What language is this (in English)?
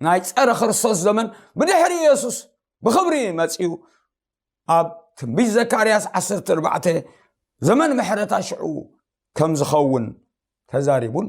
Tigrinya